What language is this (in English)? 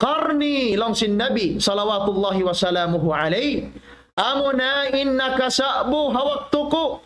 Tausug